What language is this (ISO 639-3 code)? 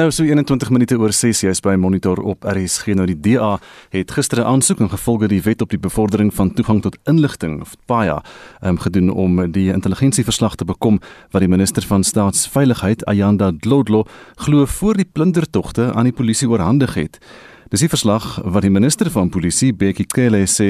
afr